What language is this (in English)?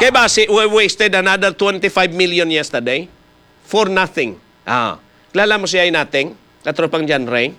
Hiligaynon